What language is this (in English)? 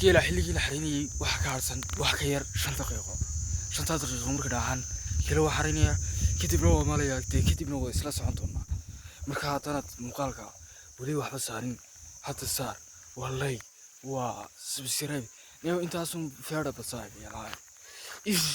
Somali